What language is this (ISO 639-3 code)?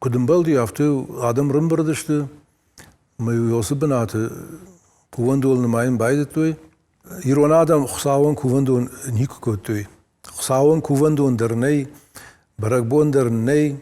oss